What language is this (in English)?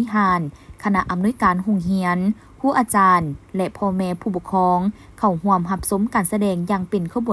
Lao